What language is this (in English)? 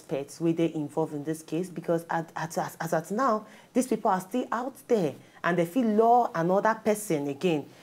Nigerian Pidgin